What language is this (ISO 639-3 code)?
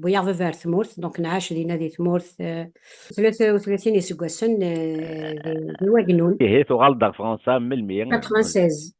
kab